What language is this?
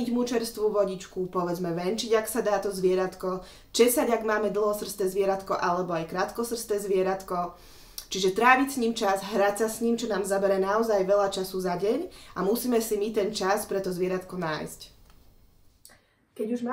Slovak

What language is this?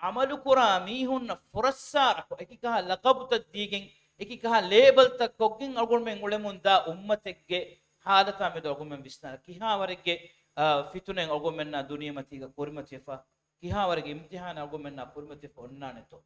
Divehi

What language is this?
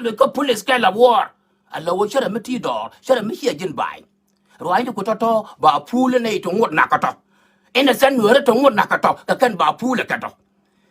Nuer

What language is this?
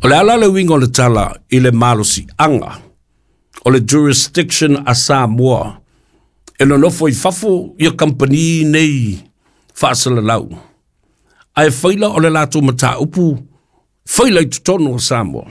Samoan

